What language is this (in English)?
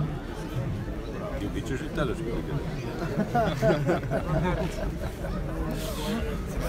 Bulgarian